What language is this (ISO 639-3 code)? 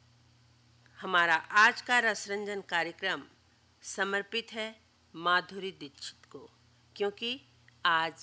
hin